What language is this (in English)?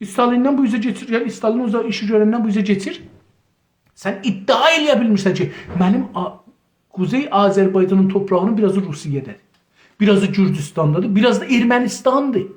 South Azerbaijani